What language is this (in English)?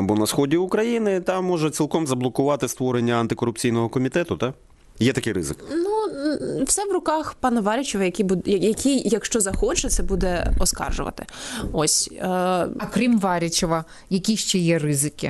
Ukrainian